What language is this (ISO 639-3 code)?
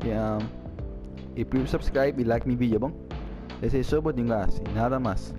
pap